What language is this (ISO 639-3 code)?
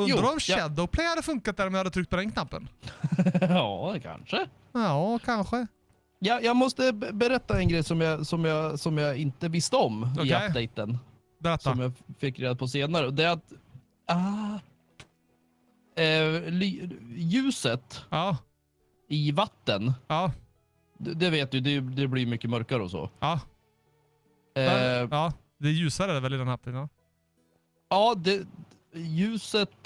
swe